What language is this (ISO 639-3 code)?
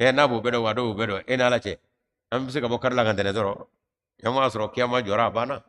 bam